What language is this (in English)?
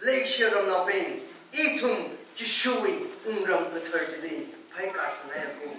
Tangkhul Naga (India)